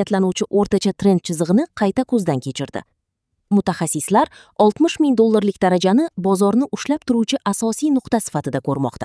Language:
Uzbek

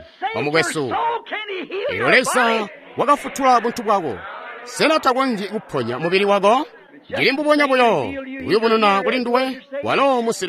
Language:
Tonga (Zambia)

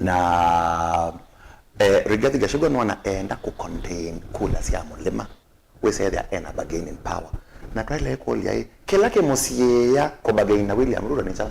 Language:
Kamba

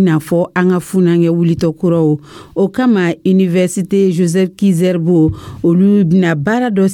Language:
Dyula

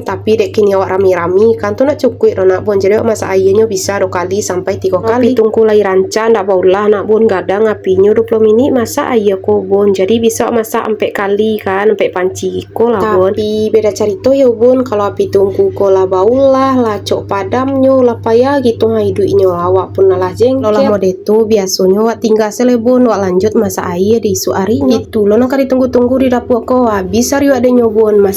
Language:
Minangkabau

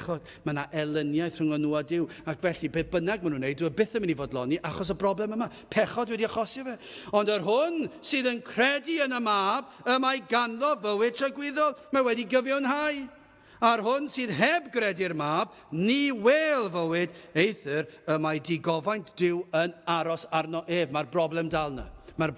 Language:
Welsh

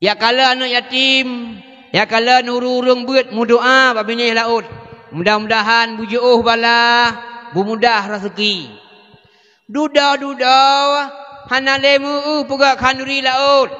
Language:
Achinese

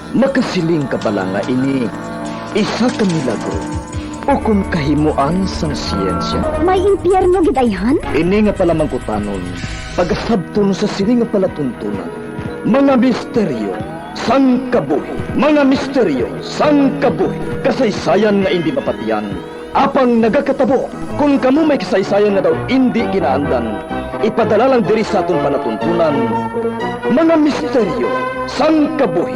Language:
Hiligaynon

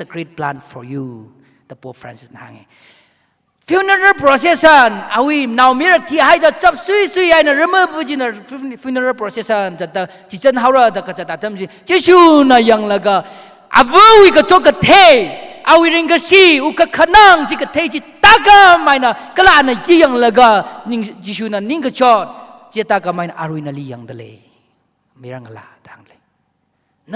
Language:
Tangkhul Naga (India)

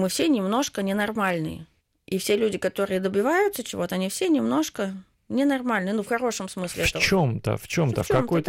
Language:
Russian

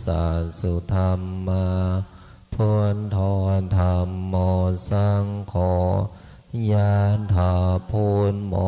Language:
Pali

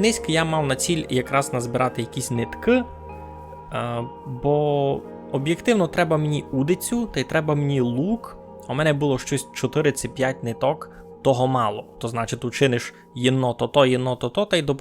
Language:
Rusyn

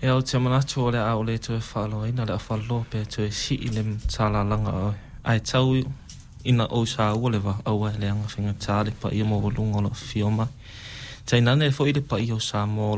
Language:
Samoan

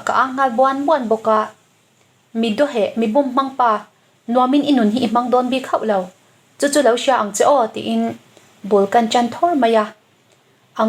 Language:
Mizo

